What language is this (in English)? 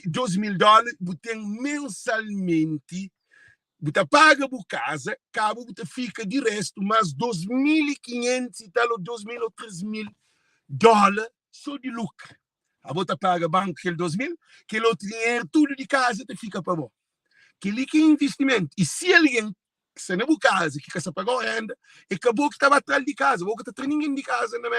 Kabuverdianu